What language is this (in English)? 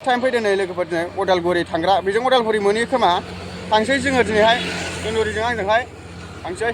Bodo